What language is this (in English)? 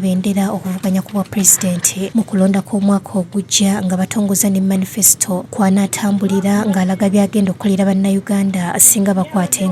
Ganda